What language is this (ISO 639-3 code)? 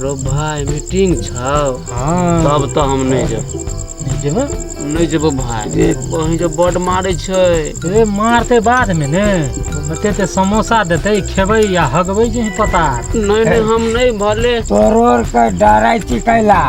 mai